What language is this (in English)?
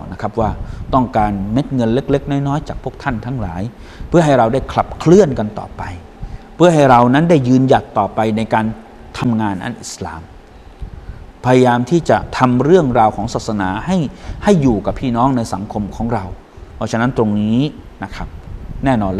Thai